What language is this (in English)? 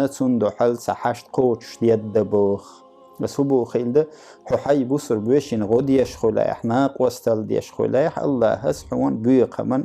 Chechen